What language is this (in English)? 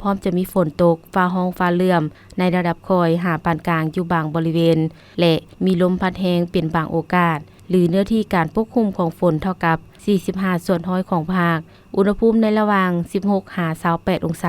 Lao